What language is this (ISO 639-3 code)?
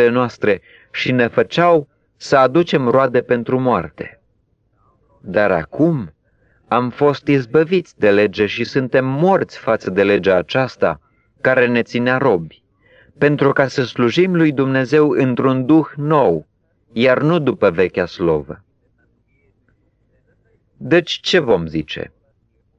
ron